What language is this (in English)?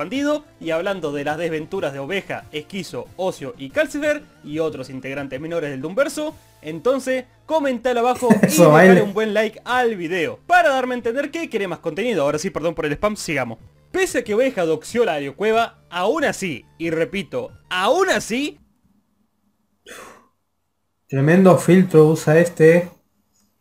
Spanish